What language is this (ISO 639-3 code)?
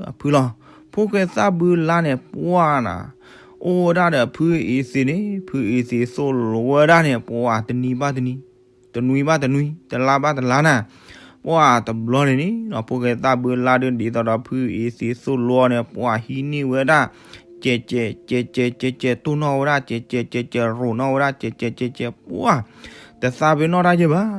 ksw